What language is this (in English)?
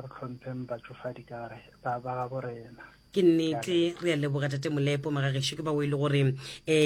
Northern Sotho